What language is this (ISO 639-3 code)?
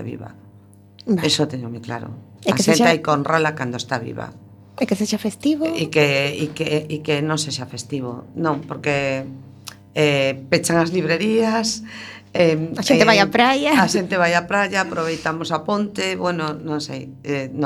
glg